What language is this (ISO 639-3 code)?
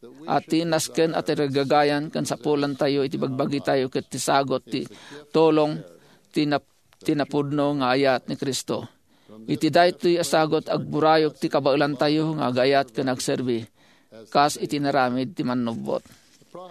ilo